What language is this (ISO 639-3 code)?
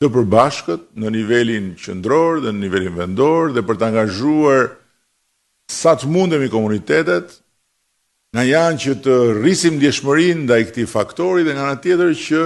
sqi